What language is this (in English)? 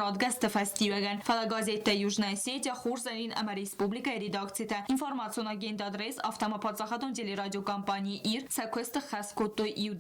Ossetic